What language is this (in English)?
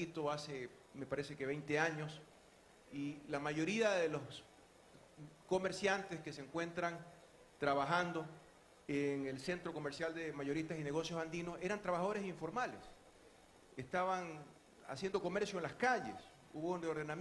Spanish